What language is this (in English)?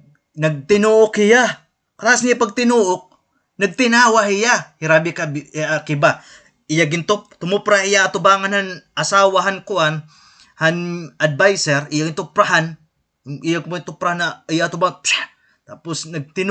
Waray